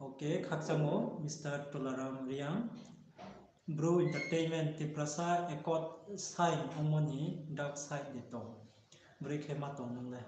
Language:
Riang (India)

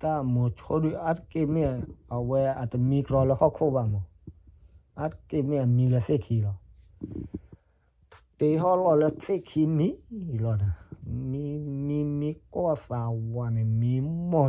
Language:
S'gaw Karen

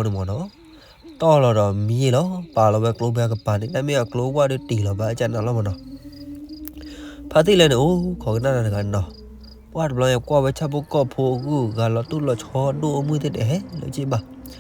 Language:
S'gaw Karen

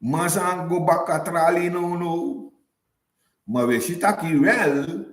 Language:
Sranan Tongo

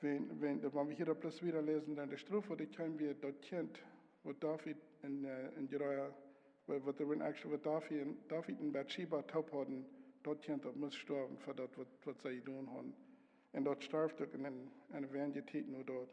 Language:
Plautdietsch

